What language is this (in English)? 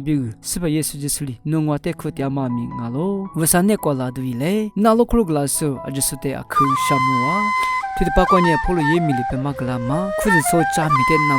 Lisu